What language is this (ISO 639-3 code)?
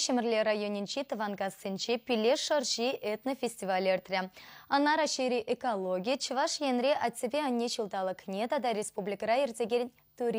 chv